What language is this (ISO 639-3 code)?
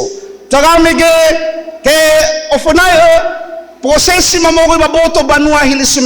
nia